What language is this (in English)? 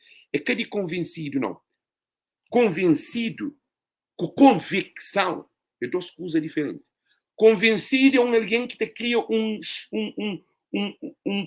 Kabuverdianu